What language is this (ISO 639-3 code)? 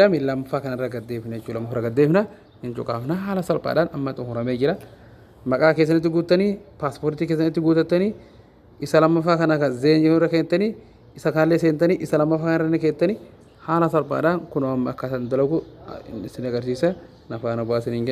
orm